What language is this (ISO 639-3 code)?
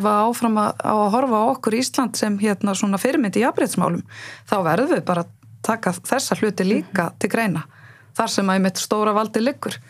isl